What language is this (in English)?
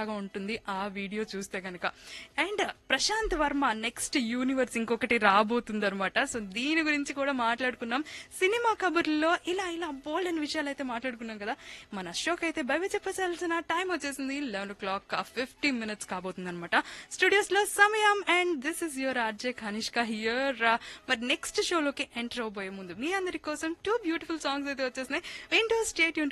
Telugu